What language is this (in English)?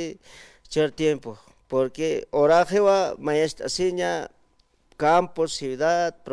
Aymara